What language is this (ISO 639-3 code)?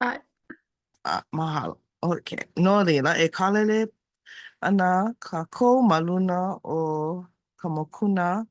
haw